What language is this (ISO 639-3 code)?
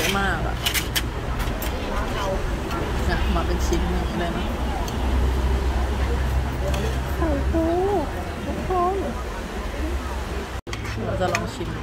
tha